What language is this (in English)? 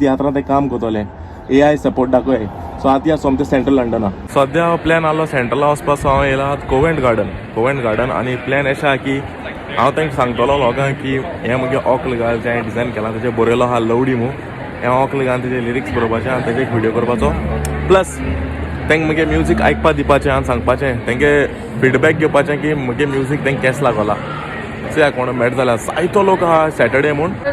Konkani